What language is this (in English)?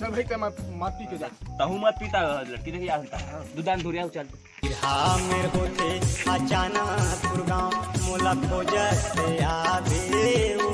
Chhattisgarhi